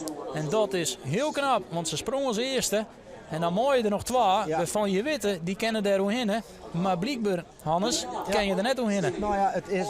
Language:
Western Frisian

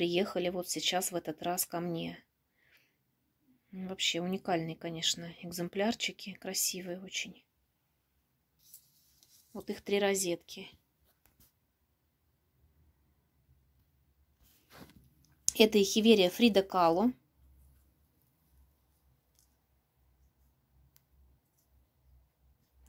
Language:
Russian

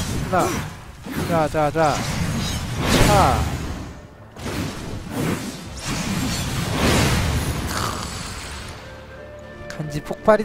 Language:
Korean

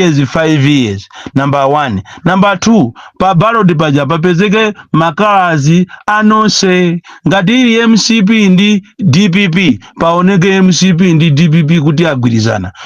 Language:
Nyanja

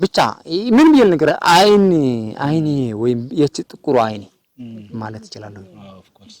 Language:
Amharic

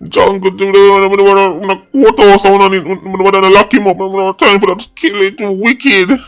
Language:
Jamaican Creole English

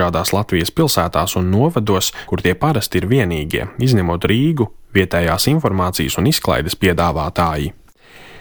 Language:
Latvian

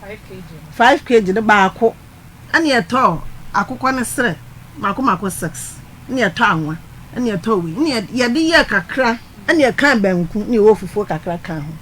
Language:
Akan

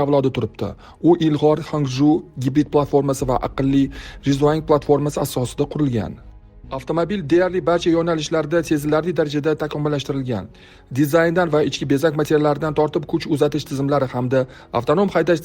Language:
Uzbek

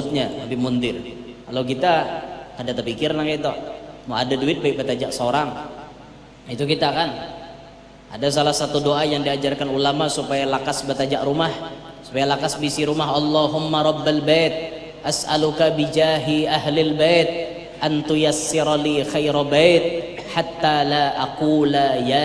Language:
Banjar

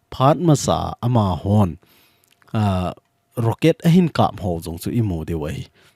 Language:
Thado Chin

